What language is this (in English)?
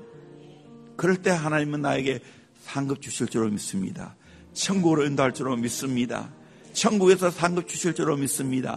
Korean